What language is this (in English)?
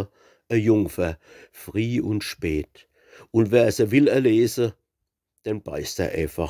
Palatine German